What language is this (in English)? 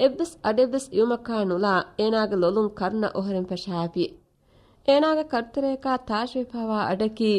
Divehi